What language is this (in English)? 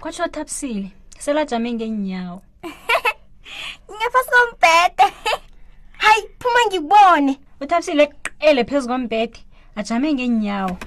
South Ndebele